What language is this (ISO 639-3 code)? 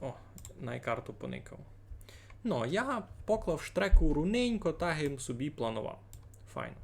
rue